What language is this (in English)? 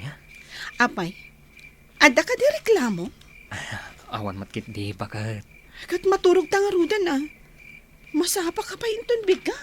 Iloko